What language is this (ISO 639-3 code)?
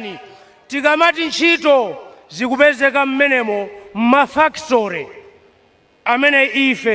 nya